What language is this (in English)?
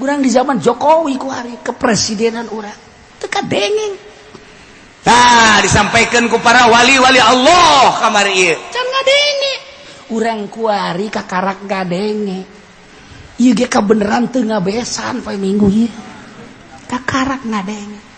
Sundanese